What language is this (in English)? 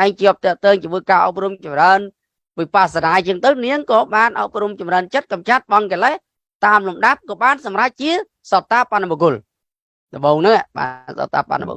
Khmer